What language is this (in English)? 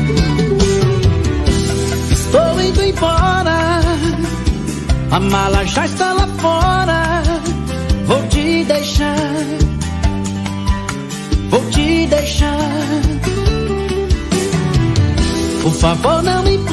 Portuguese